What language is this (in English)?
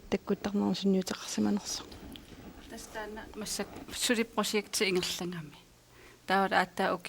Kalaallisut